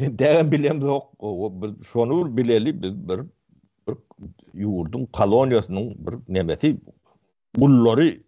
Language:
Turkmen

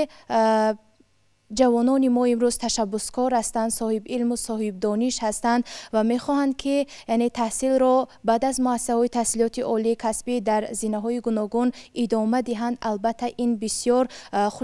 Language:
Tajik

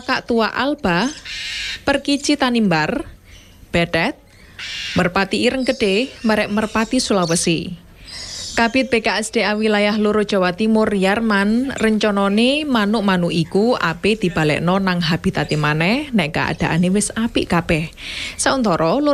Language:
Javanese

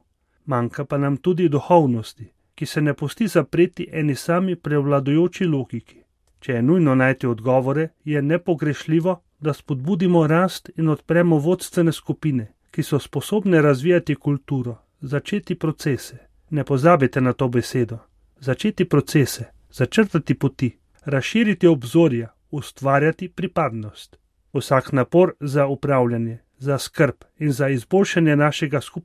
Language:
Slovenian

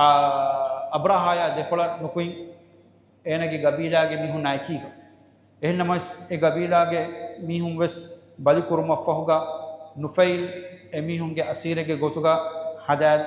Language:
Divehi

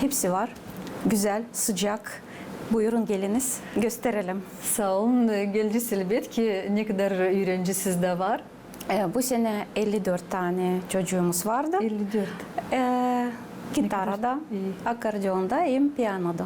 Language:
Gagauz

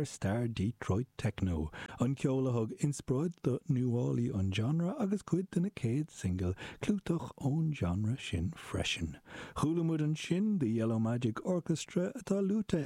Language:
Irish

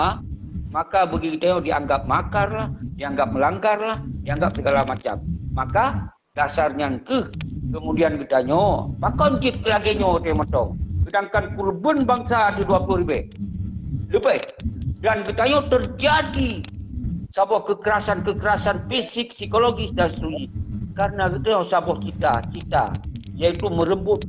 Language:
Achinese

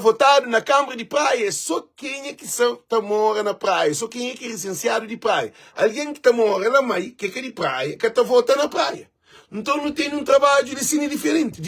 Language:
Kabuverdianu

